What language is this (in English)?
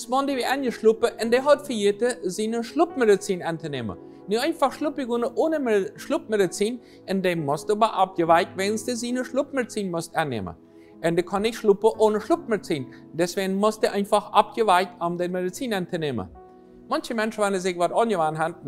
Plautdietsch